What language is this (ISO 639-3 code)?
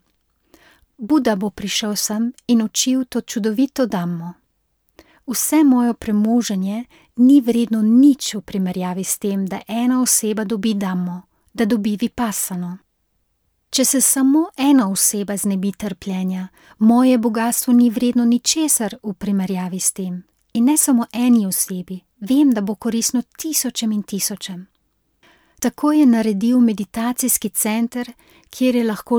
slv